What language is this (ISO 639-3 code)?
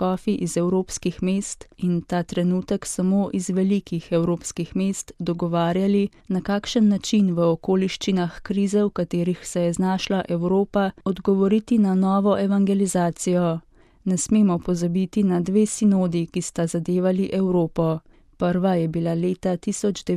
slv